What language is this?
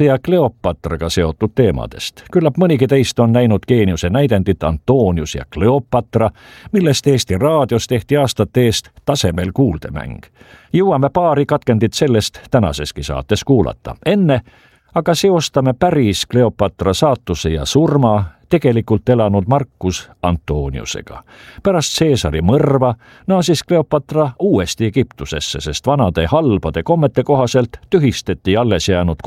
Estonian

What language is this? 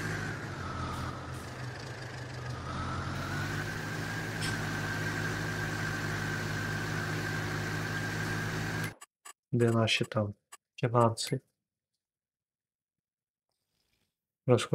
Ukrainian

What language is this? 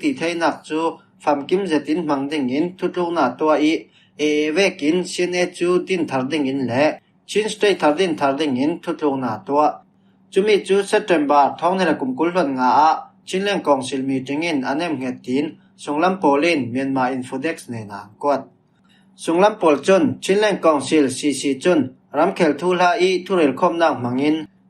Falam Chin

